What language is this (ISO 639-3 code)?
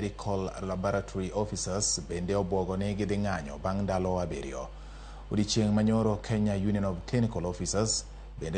luo